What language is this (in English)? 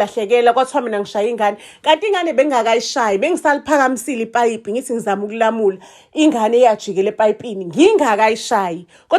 Zulu